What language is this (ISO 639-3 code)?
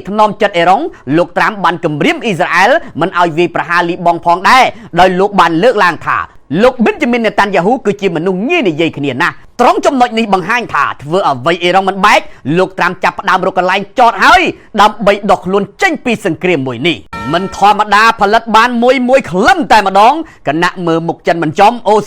khm